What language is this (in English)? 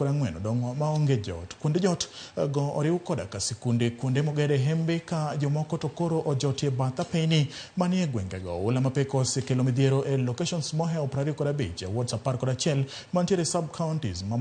Luo (Kenya and Tanzania)